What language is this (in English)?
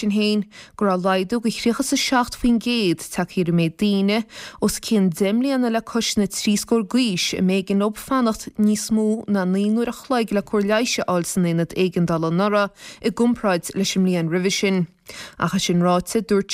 Irish